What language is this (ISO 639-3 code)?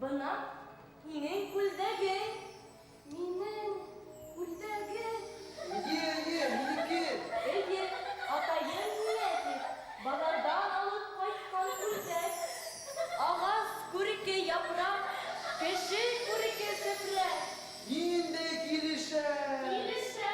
bak